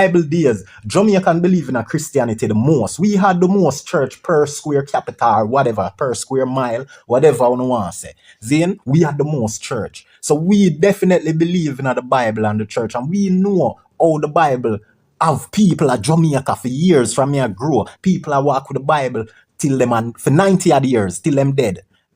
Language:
Jamaican Creole English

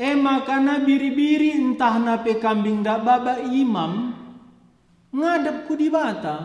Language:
Batak Karo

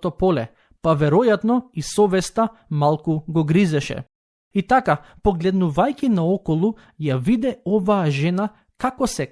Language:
Macedonian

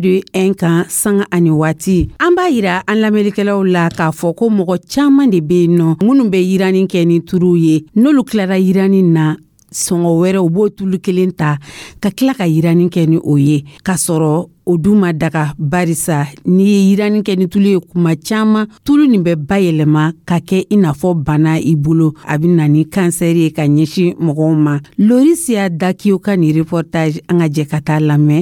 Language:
Dyula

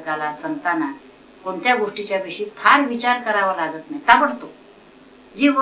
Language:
Marathi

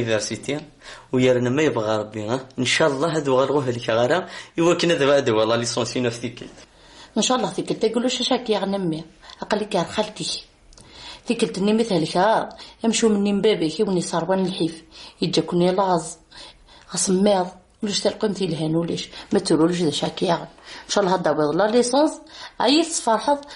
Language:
Kabyle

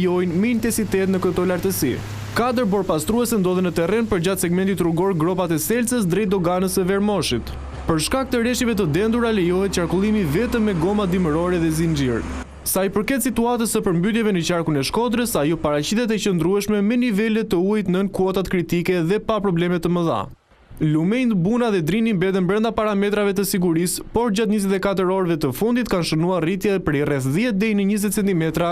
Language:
Albanian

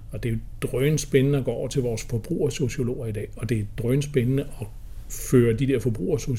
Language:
Danish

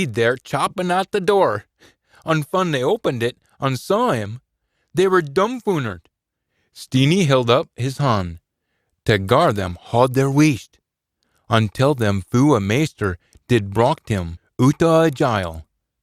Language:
Scots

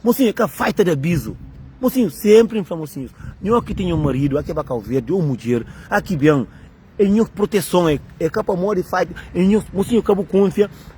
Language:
Kabuverdianu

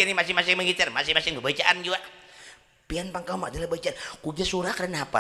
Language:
Banjar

